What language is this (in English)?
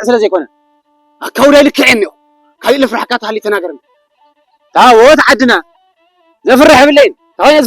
Tigrinya